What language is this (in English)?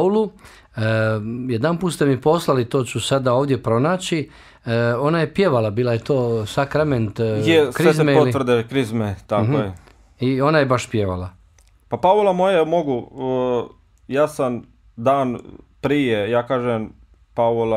Bosnian